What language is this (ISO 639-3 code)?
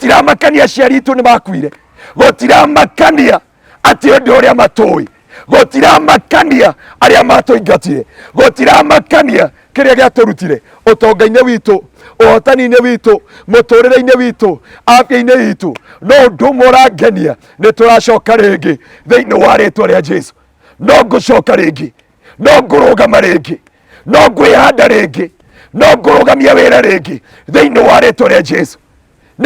kik